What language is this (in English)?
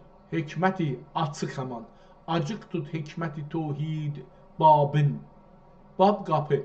South Azerbaijani